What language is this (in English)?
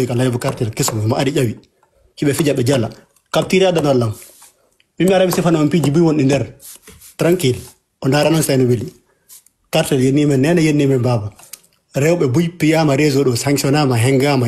Fula